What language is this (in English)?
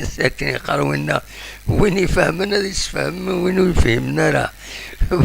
Kabyle